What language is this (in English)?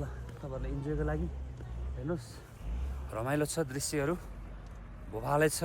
Nepali